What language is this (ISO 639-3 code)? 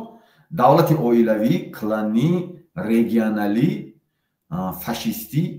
tgk